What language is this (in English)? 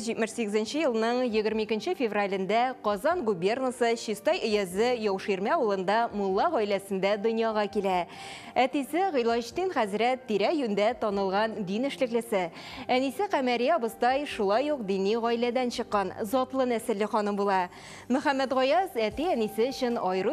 Tatar